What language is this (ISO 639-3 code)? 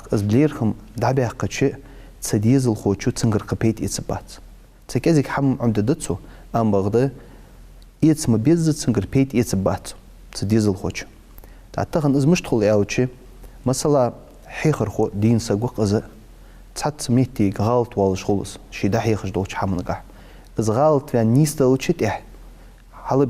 inh